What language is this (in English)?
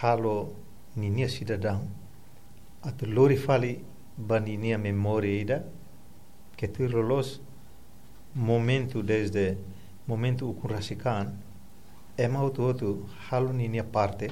Tetum